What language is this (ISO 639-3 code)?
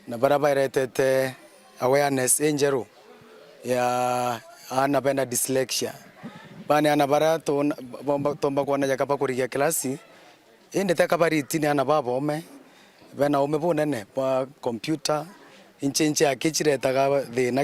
mer